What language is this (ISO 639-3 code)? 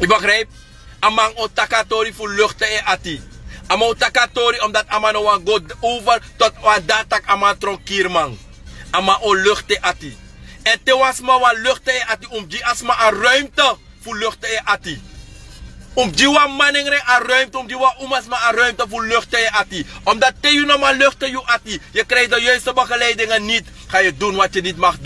srn